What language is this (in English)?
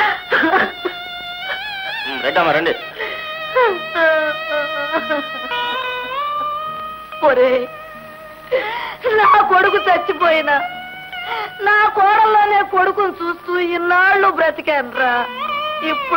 Telugu